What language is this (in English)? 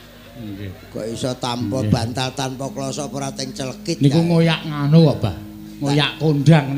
Javanese